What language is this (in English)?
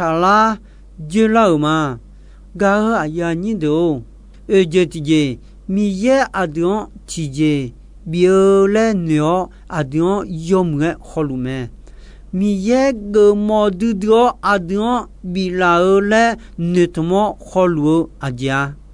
Akha